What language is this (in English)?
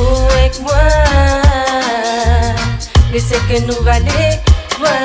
Réunion Creole French